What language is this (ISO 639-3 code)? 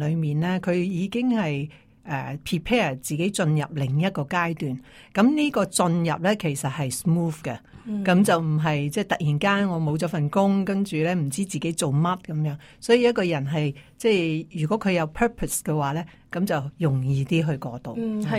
yue